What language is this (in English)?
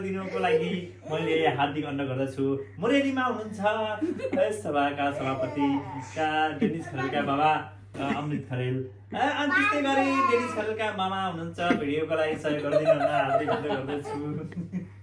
Nepali